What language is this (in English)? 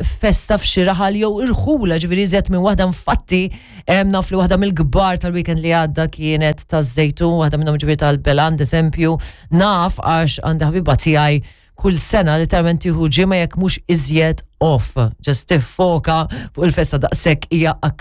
Maltese